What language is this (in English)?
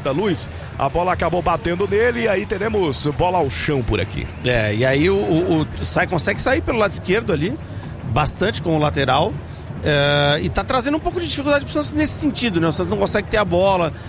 Portuguese